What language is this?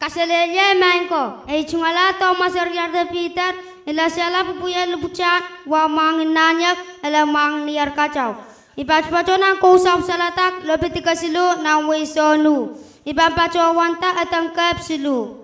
Pohnpeian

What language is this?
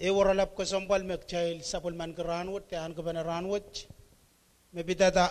Pohnpeian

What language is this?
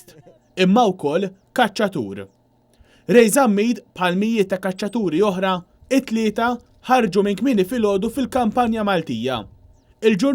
Maltese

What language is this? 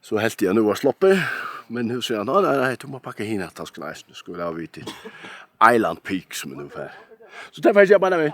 Faroese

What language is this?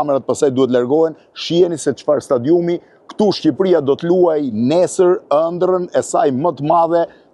Albanian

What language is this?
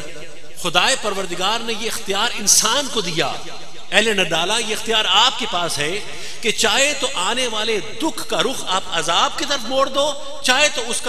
Urdu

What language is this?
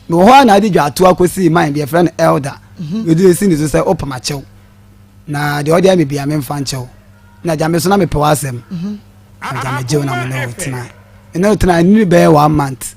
Akan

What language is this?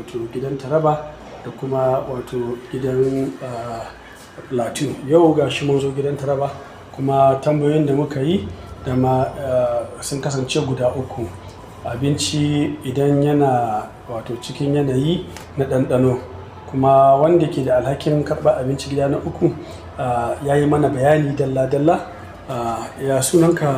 Hausa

